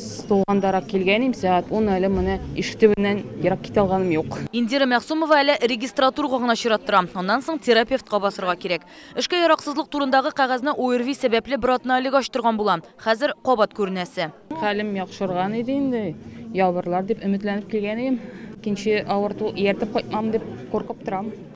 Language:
Tatar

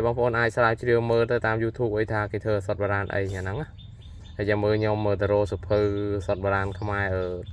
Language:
Khmer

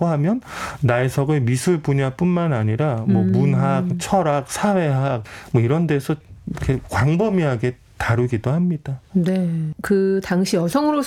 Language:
Korean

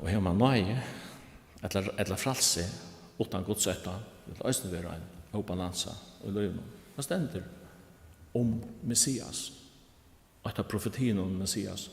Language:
Faroese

